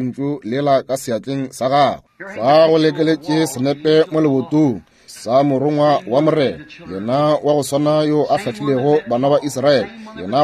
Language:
Northern Sotho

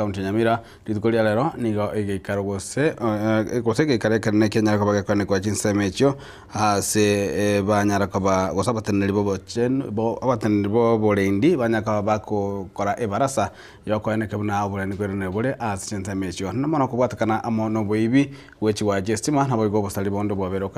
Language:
Gusii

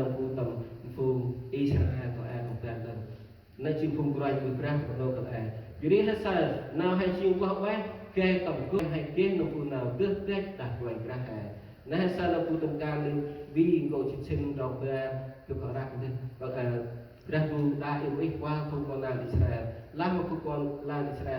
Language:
Central Mnong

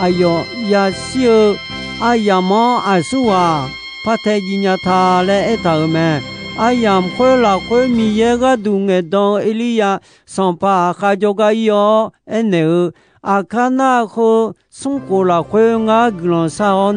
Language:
Akha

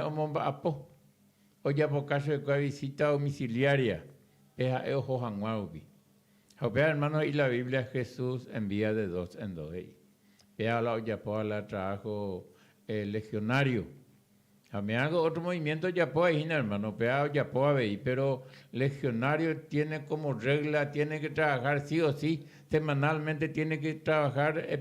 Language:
Guarani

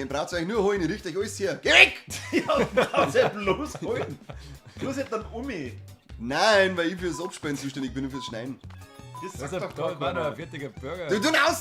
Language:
Bavarian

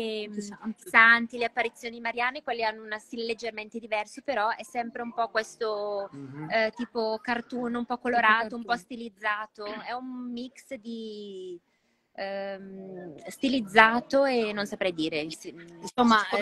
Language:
Italian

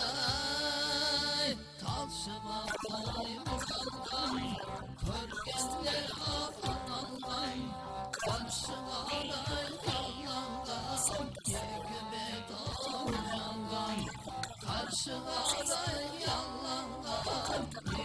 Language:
Kara-Kalpak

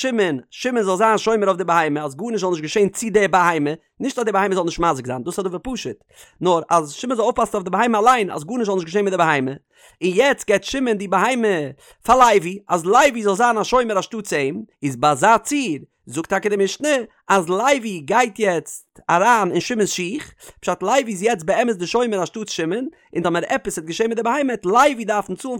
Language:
Yiddish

